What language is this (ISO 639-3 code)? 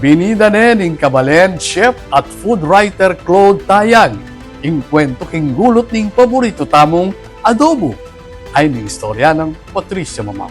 pam